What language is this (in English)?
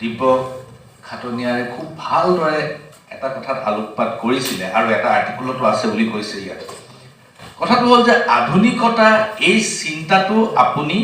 Assamese